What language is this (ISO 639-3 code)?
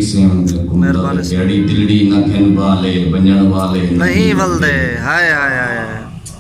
skr